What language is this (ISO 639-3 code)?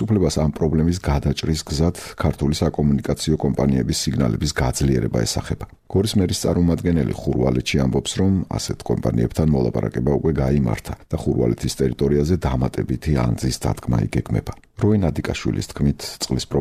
kat